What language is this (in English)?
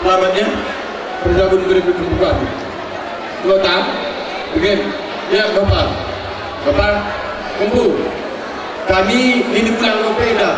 Batak Karo